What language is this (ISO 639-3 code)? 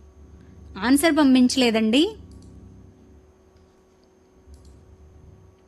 tel